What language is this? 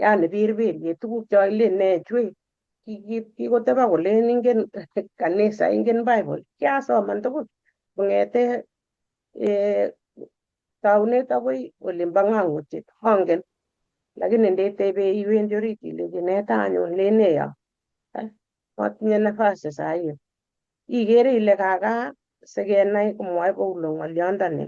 Kalenjin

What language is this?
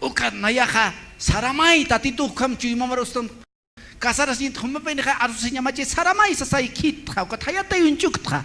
Aymara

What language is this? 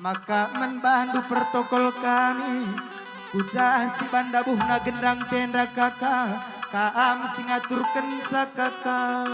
Batak Karo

